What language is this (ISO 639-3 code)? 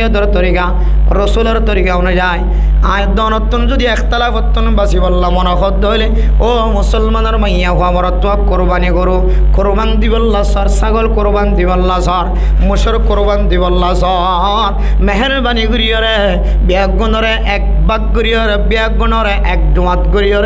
rhg